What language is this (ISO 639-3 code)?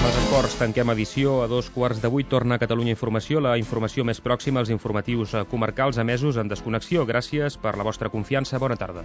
cat